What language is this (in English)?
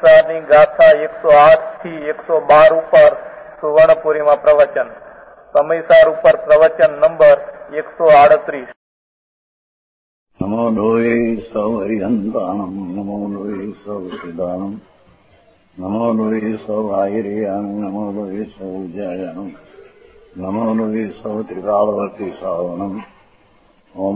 Gujarati